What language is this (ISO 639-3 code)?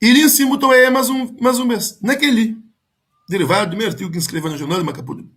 kea